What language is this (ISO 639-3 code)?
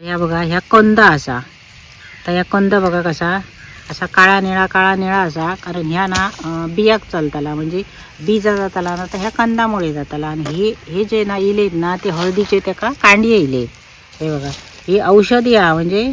kok